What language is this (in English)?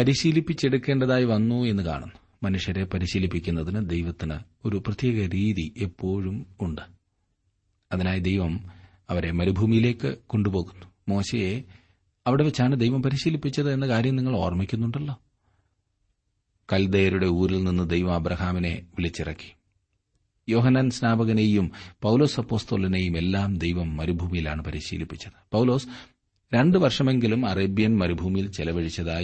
Malayalam